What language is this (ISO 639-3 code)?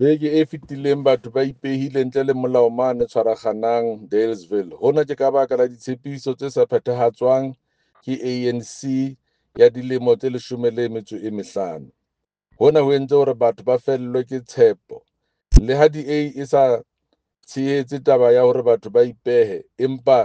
sot